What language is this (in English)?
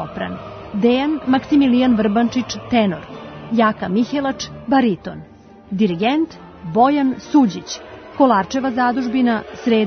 Serbian